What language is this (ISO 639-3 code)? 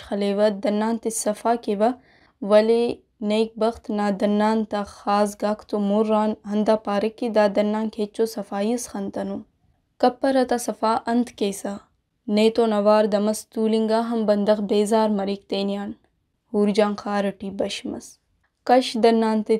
brh